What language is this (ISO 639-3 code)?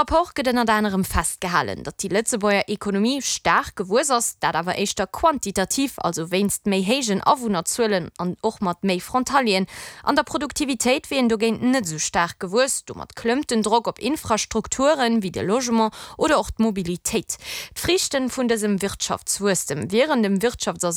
ltz